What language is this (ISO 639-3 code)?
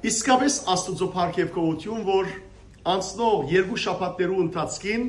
hyw